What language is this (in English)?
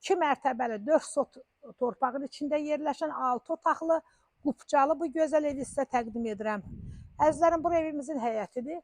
Azerbaijani